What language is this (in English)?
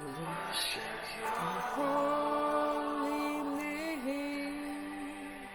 Papiamento